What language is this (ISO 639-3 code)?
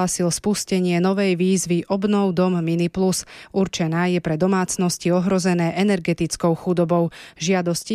slk